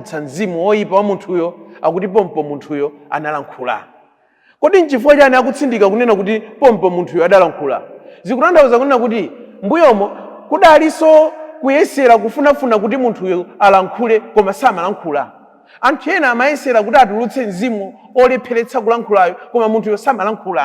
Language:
Nyanja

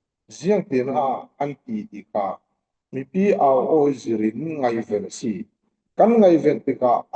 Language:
Falam Chin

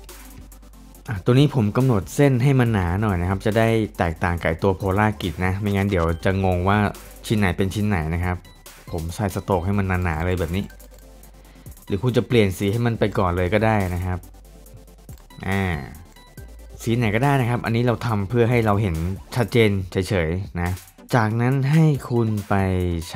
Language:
Thai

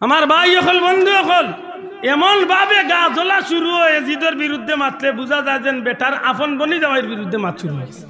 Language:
Sylheti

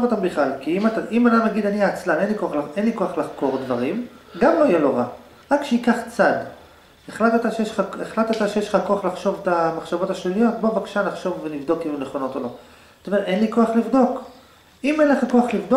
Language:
Hebrew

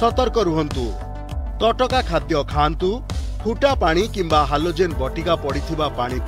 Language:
Odia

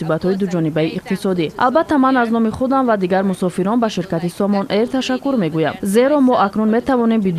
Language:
Tajik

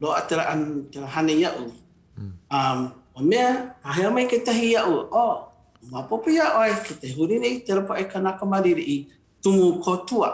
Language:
Hawaiian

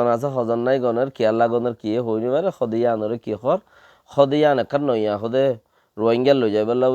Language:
Rohingya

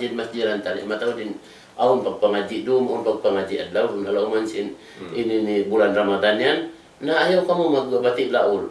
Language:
Tausug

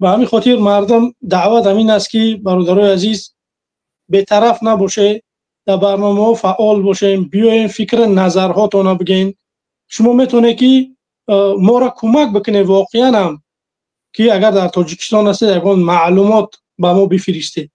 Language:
Tajik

